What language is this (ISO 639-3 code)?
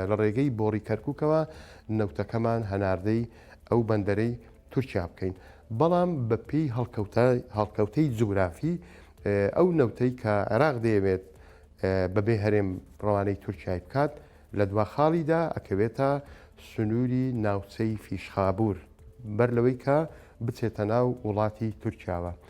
ckb